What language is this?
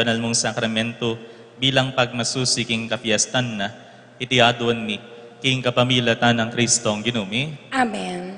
Pampanga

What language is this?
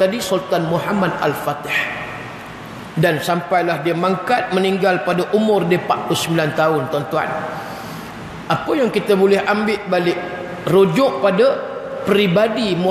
Malay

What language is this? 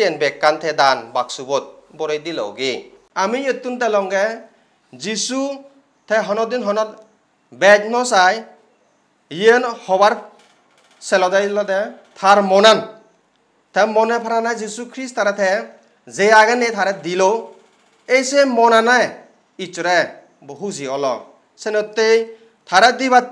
Chakma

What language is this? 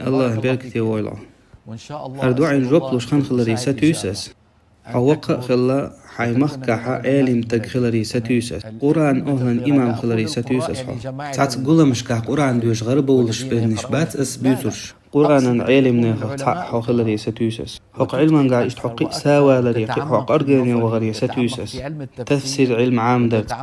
Chechen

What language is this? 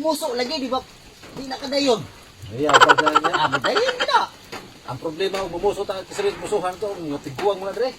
Cebuano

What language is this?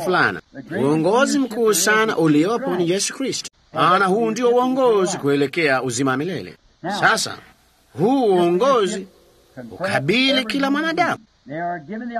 Swahili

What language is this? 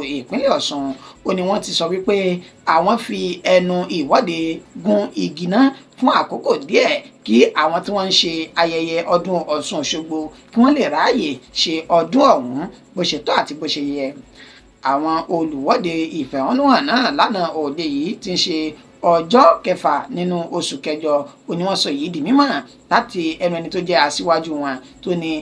Yoruba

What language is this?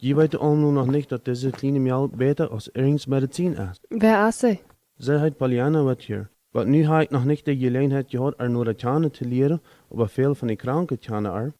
Plautdietsch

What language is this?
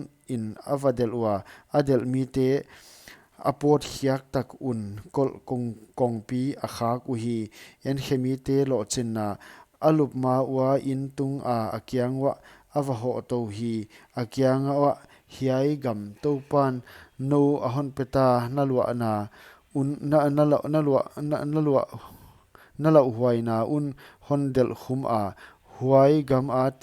Paite Chin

